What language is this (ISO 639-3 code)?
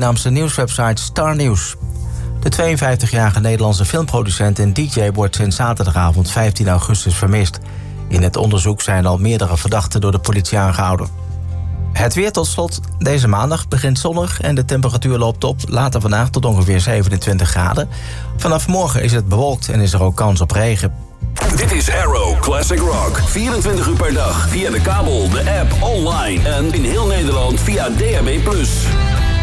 nld